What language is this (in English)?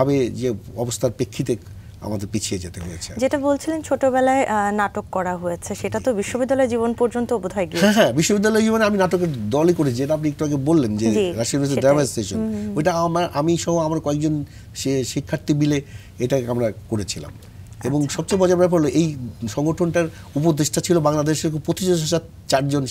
Bangla